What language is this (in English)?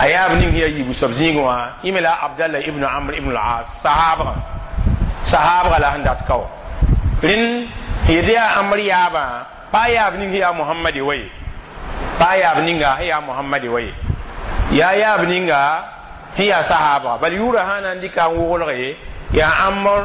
Mossi